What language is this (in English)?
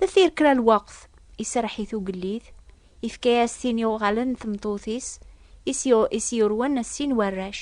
Kabyle